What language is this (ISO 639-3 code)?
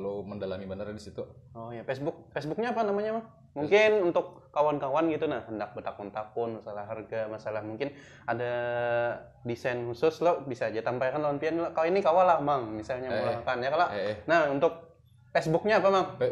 bjn